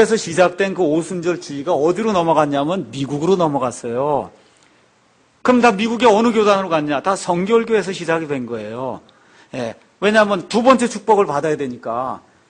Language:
Korean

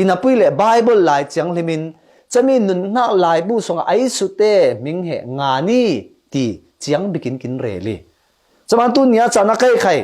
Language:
Falam Chin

